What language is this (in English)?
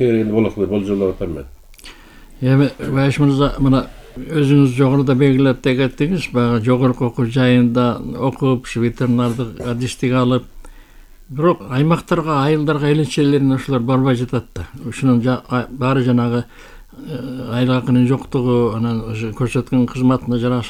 Kyrgyz